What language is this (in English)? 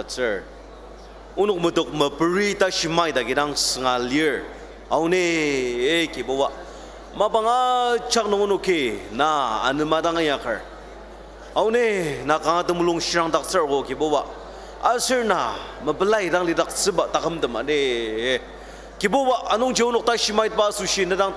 Ao Naga